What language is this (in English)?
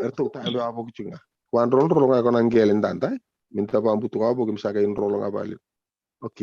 Fijian